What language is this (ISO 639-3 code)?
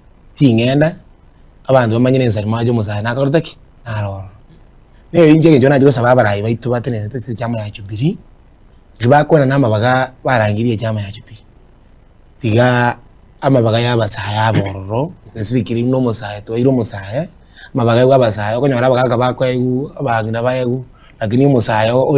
guz